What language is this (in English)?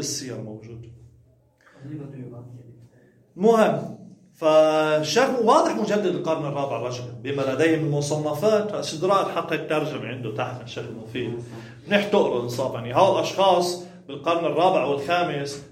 Arabic